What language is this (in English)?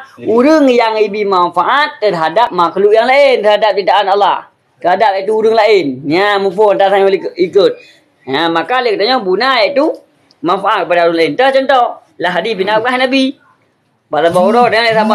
Achinese